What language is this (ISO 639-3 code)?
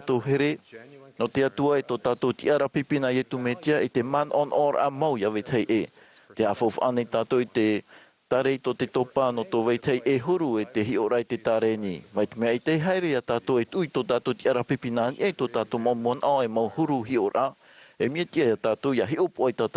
tah